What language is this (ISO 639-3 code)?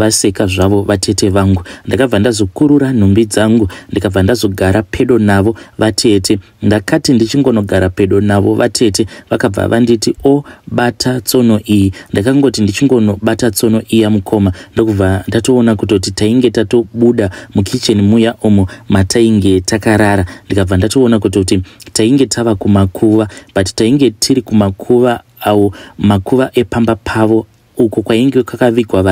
sna